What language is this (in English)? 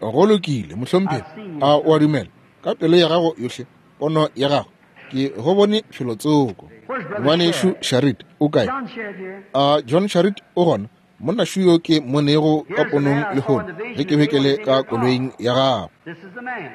Northern Sotho